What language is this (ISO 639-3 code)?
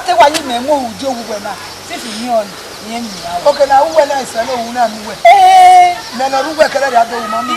bin